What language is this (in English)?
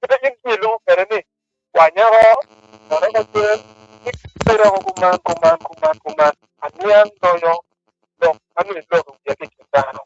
Acoli